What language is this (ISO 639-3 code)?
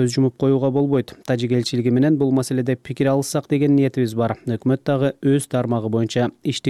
kir